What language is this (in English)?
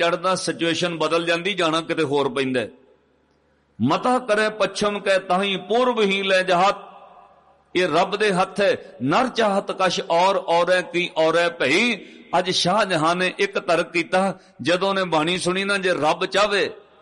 Punjabi